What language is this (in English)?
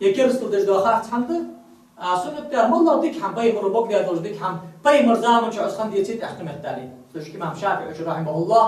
Ingush